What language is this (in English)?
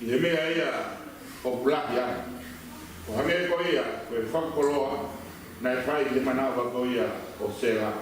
Tongan